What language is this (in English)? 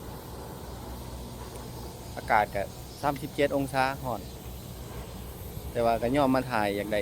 Lao